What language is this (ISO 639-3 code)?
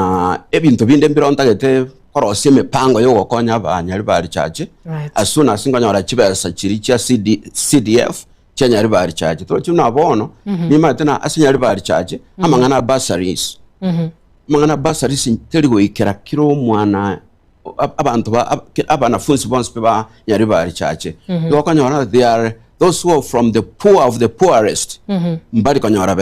guz